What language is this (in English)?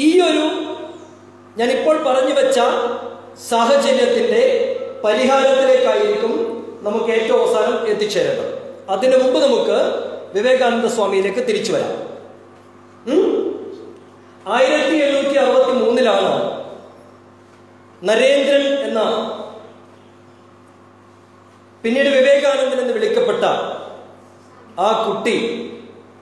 Malayalam